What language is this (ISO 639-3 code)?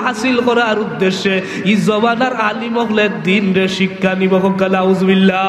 syl